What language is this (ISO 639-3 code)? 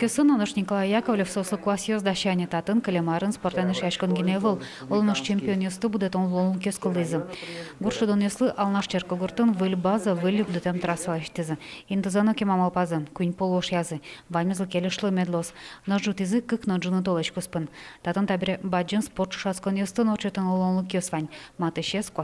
udm